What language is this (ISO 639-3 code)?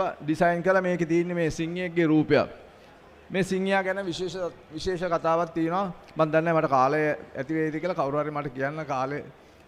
sin